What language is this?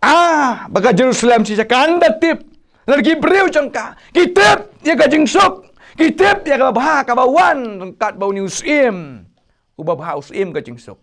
Khasi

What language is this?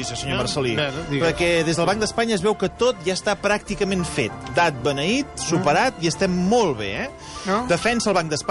Catalan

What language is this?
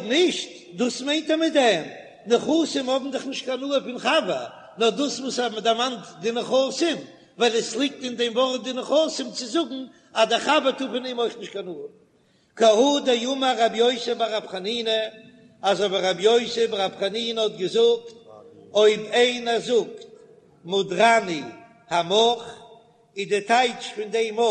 Yiddish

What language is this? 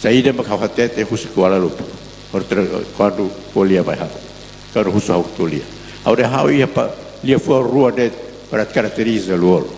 Tetum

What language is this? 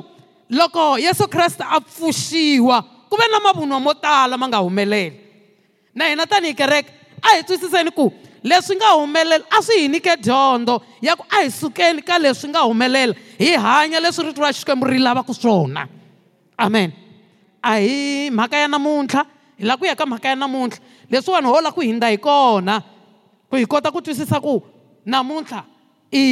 Tsonga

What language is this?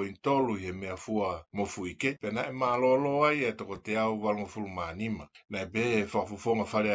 Tongan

